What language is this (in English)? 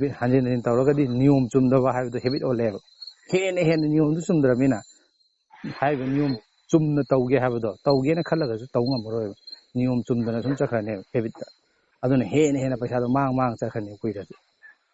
Manipuri